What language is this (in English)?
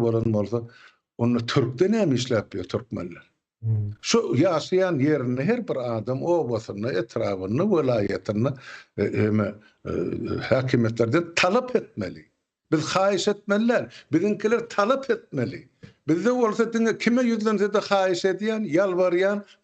Turkmen